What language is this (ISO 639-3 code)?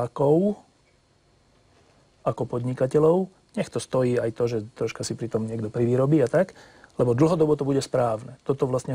slk